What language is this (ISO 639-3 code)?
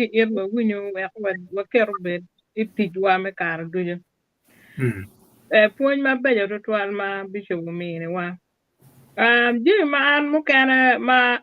ach